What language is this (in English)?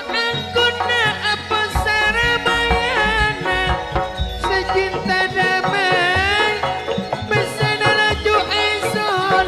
Madurese